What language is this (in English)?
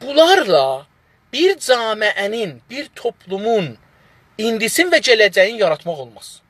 South Azerbaijani